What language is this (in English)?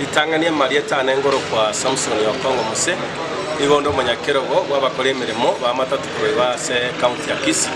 Gusii